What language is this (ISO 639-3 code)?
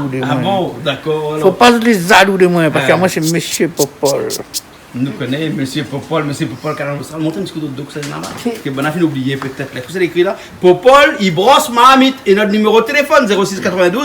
rcf